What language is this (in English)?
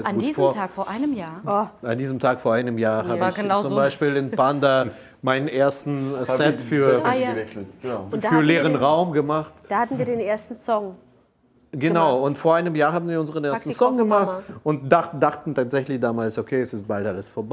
German